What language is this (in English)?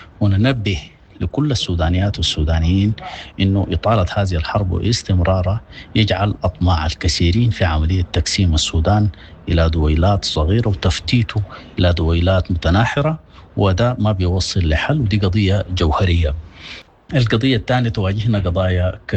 Sudanese Arabic